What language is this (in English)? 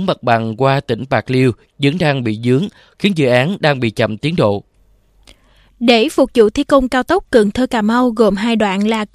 Vietnamese